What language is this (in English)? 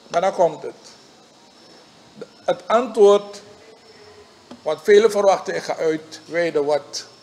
Dutch